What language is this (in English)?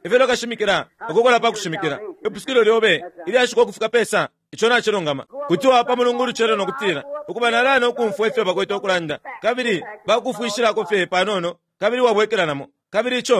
Bemba